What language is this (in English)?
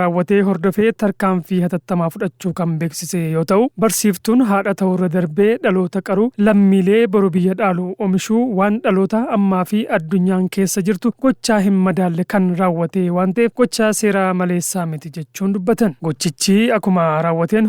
Oromo